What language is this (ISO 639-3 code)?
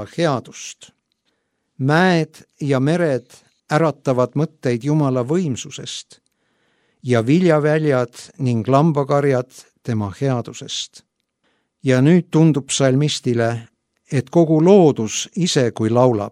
est